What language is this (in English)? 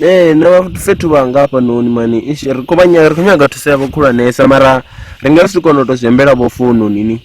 Venda